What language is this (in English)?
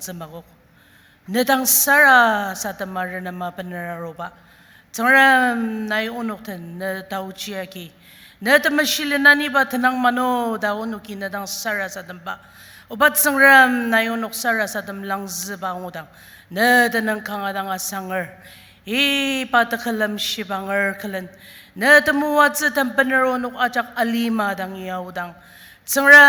Ao Naga